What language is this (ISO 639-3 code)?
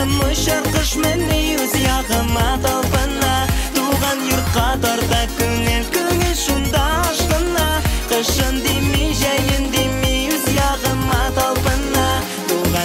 tat